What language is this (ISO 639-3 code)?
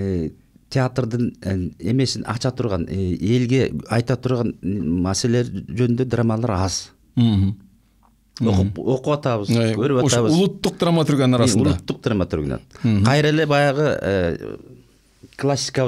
kir